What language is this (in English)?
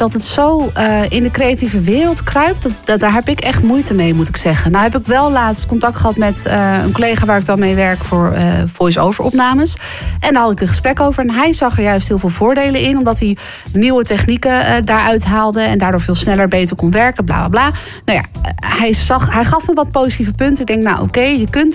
Dutch